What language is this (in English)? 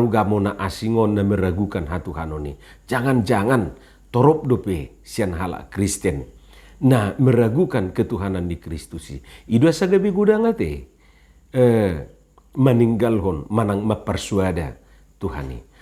Batak Toba